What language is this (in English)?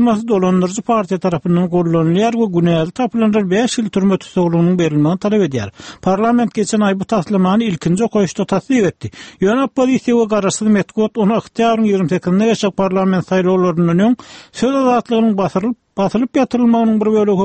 Turkmen